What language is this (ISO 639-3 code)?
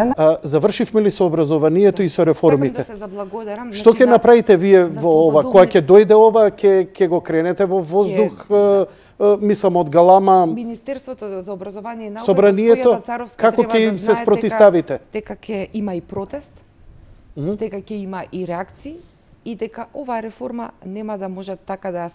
mkd